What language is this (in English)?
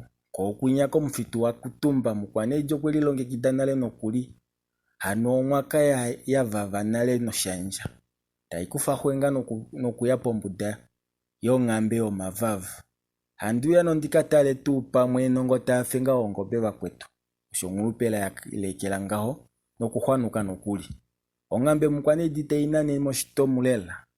Kuanyama